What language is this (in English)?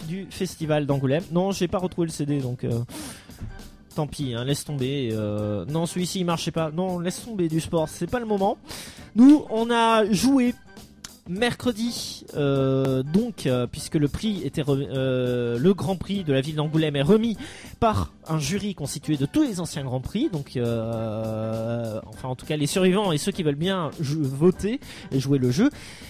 French